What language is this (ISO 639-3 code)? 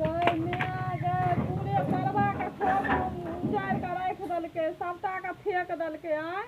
mai